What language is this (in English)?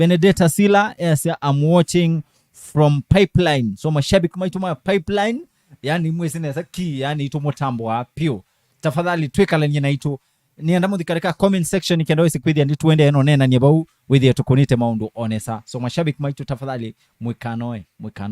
Kamba